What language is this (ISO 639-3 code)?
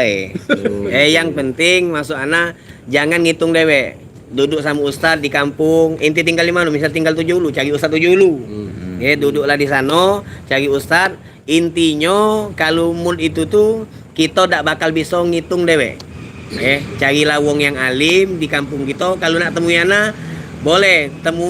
mui